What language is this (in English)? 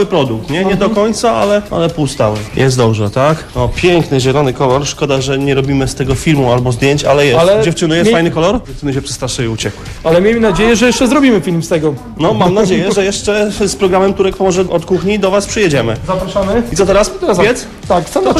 Polish